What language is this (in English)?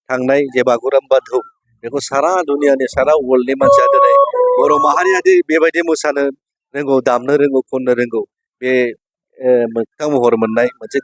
Bodo